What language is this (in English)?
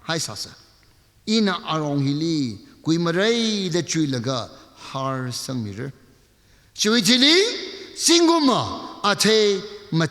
Tangkhul Naga (India)